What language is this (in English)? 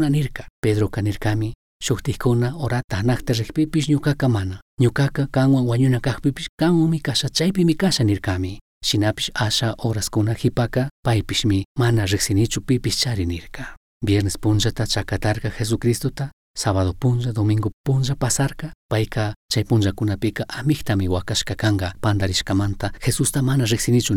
Chimborazo Highland Quichua